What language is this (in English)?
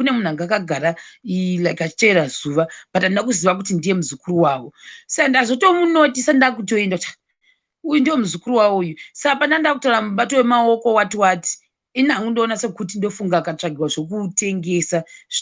Shona